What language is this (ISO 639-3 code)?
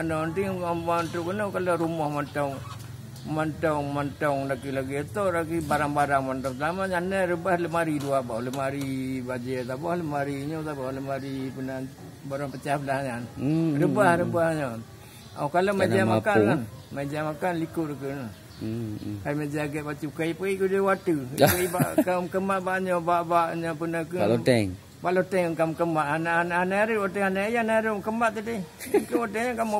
ace